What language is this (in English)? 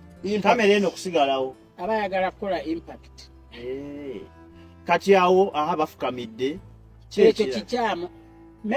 Ganda